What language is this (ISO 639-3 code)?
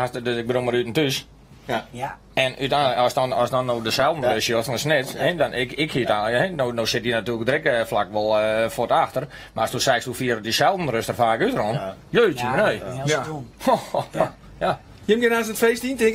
fry